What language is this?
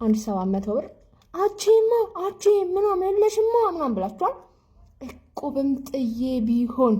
Amharic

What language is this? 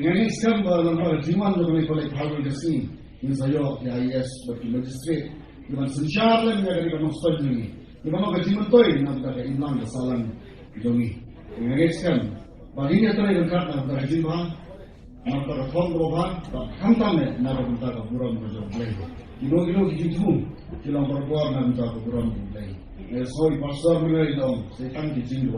Khasi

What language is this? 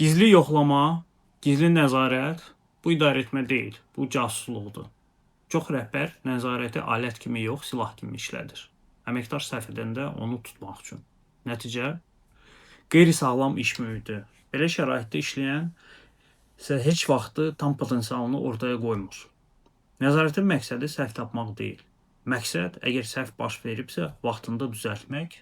Azerbaijani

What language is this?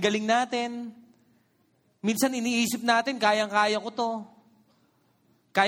Filipino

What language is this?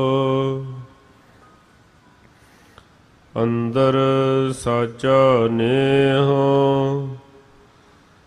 Punjabi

